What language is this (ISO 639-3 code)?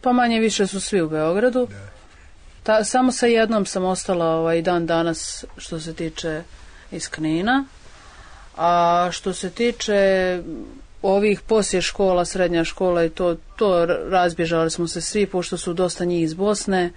srp